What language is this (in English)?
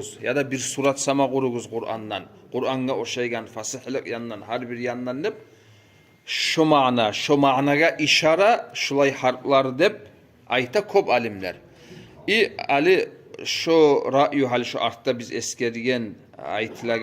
Kumyk